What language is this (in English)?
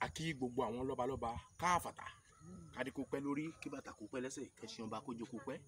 Yoruba